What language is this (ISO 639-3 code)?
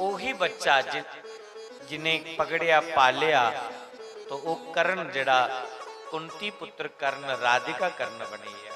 doi